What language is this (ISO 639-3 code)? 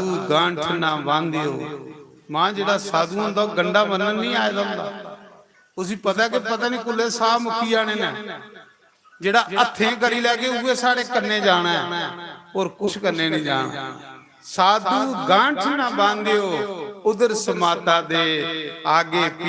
doi